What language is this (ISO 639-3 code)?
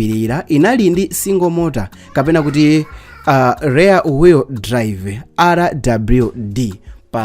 nya